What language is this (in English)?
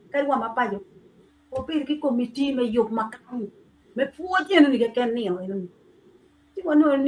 Acoli